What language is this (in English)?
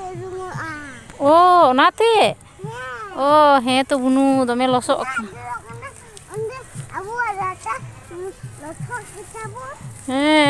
Santali